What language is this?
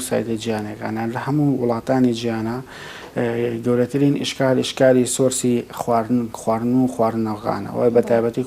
Central Kurdish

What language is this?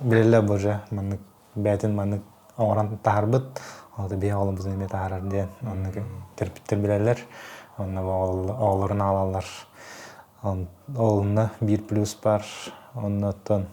Yakut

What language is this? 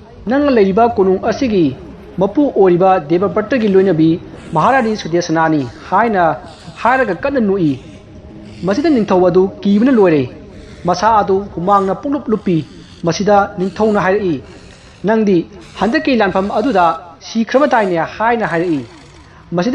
Manipuri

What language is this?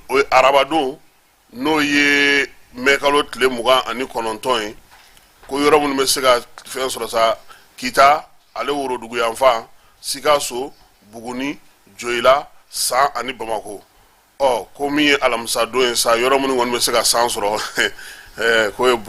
Bambara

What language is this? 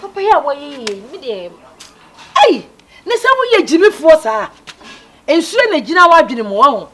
Akan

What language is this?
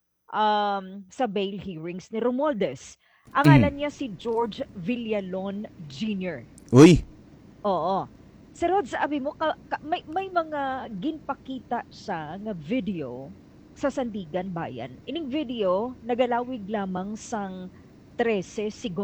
Hiligaynon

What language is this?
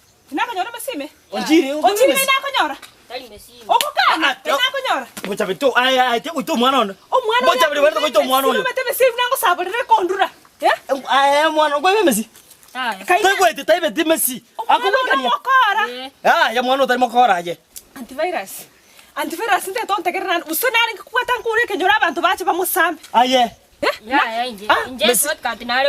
Gusii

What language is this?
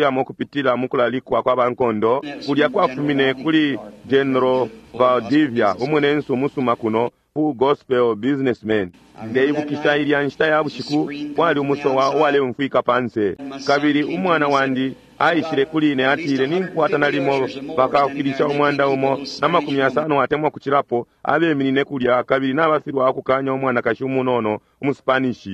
Bemba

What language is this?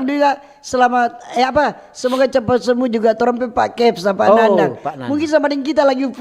Manado Malay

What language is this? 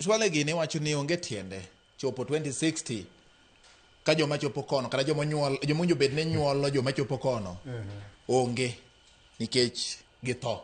Luo (Kenya and Tanzania)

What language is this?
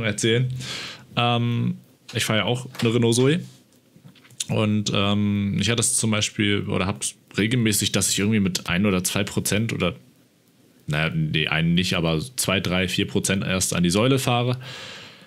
German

